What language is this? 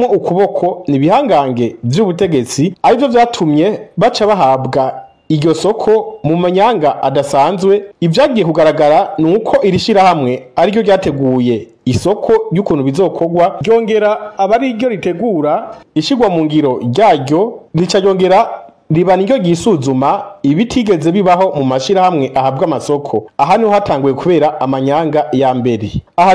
Rundi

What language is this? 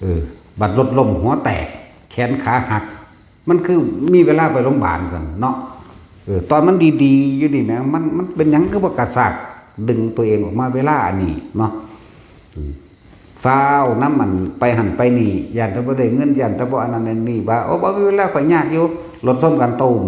Northeastern Thai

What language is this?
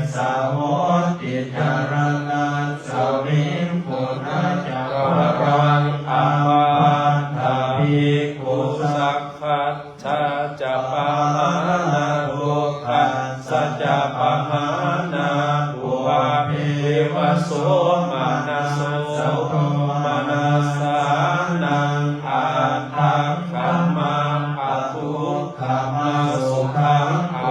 Pali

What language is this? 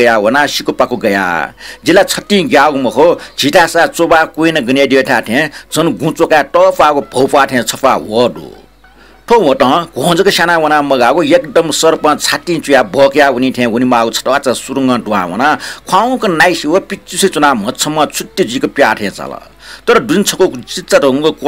Newari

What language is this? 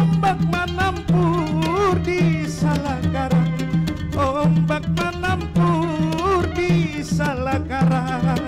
Banjar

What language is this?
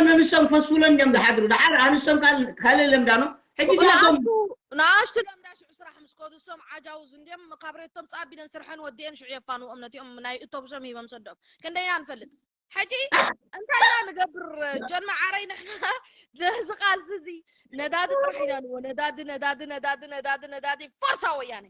Tigrinya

